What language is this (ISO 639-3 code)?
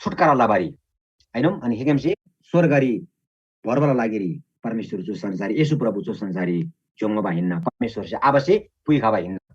taj